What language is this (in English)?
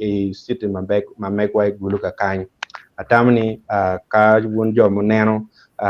Acoli